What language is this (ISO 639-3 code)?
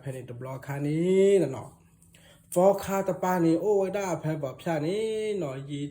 ksw